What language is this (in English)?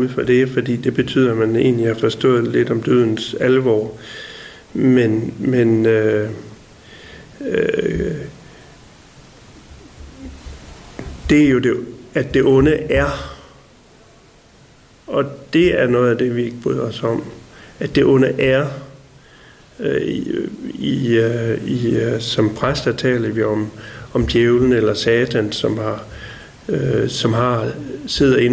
Danish